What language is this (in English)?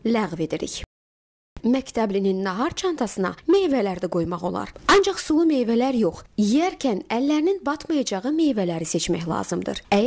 Azerbaijani